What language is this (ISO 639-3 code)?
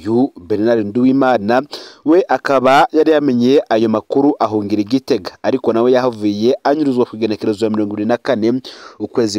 run